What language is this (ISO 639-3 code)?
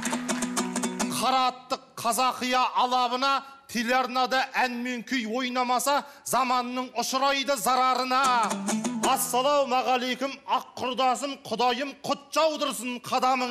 kaz